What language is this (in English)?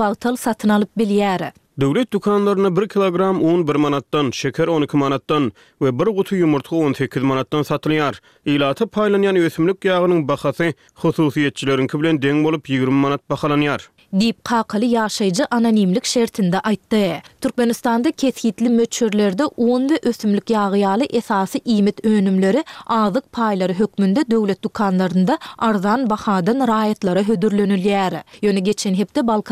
Turkmen